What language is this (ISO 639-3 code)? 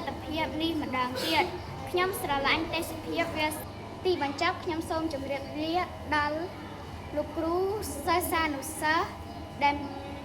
khm